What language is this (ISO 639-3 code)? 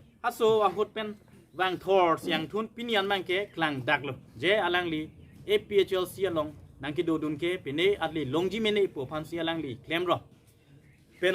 mjw